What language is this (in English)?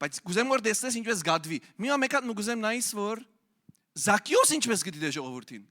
Western Armenian